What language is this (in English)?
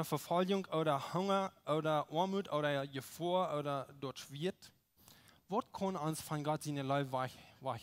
Plautdietsch